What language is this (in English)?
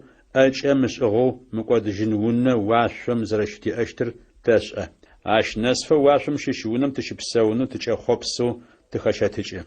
Adyghe